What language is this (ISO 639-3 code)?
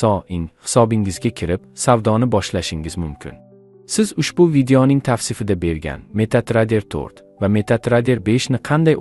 uzb